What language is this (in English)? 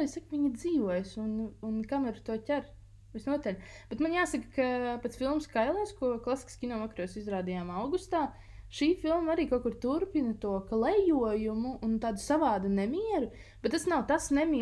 Latvian